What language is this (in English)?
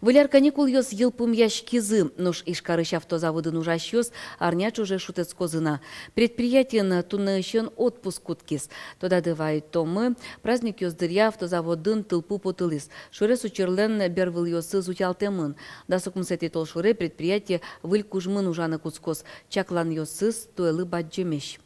Udmurt